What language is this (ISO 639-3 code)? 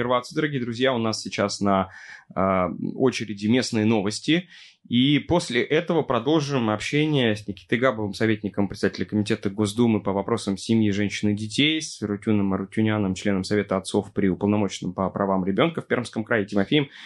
rus